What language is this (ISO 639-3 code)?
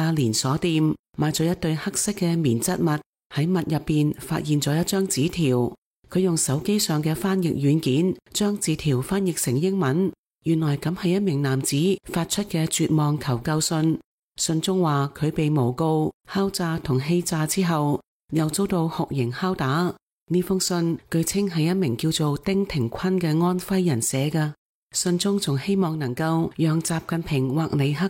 yue